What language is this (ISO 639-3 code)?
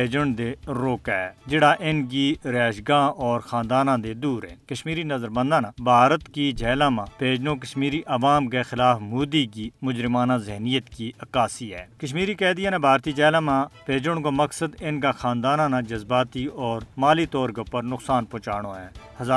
gju